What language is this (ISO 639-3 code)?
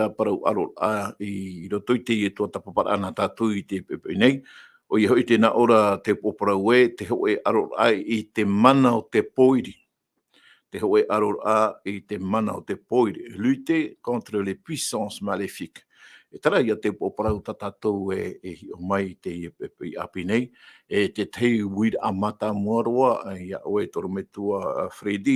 tah